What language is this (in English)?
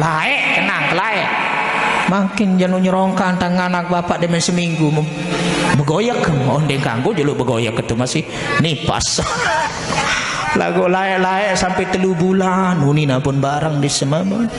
Sasak